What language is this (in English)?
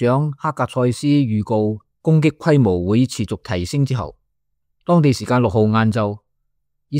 Cantonese